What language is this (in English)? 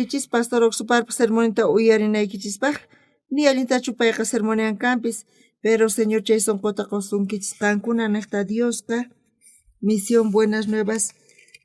South Bolivian Quechua